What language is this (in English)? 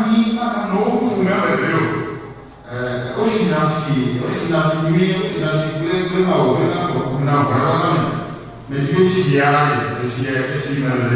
Ewe